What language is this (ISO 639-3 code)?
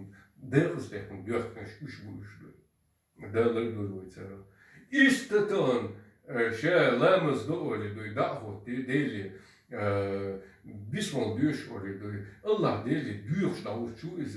che